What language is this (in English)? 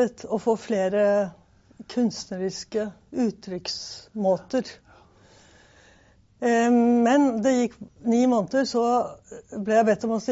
Norwegian